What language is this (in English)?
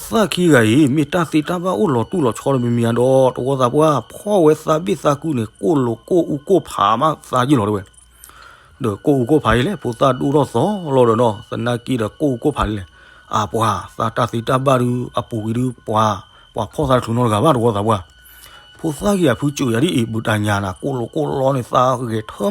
S'gaw Karen